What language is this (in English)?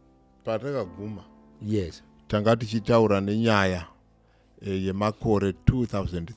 Shona